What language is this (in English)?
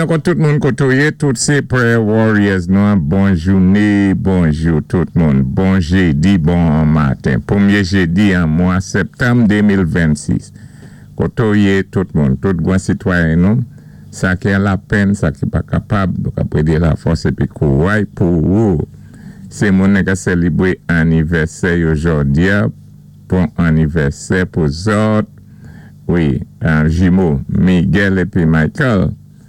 Saint Lucian Creole French